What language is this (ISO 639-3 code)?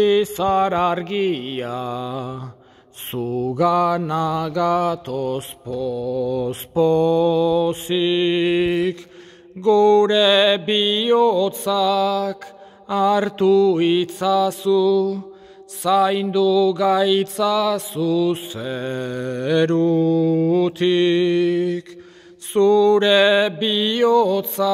eus